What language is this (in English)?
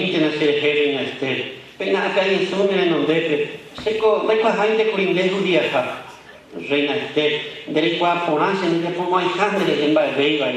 Guarani